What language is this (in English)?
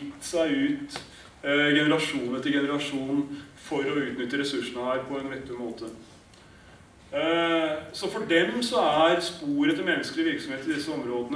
Norwegian